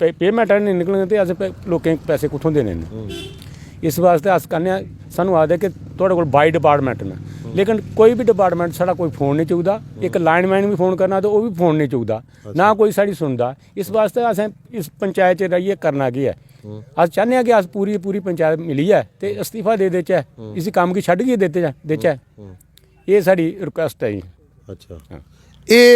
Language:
Dogri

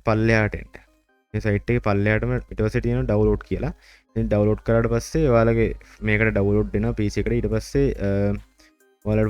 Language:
Sinhala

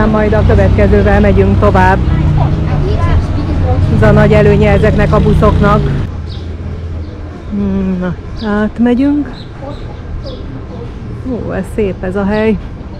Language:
Hungarian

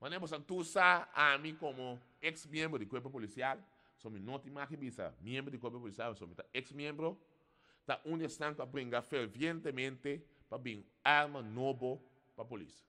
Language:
Papiamento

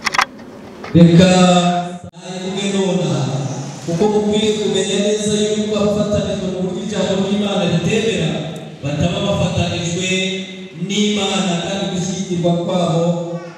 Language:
Kinyarwanda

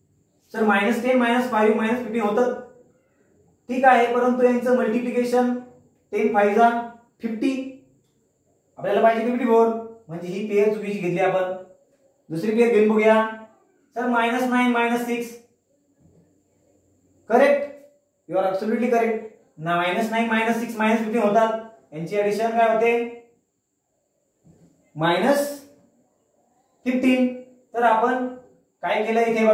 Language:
Marathi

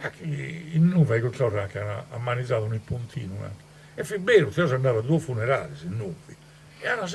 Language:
Sardinian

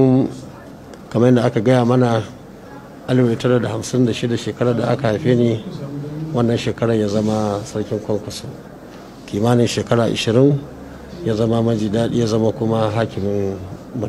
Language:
Hausa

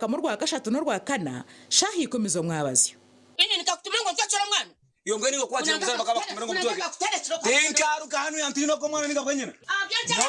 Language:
Nyankole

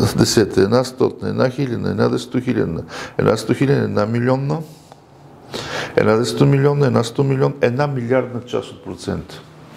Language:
Bulgarian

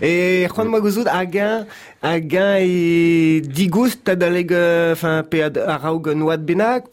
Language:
Breton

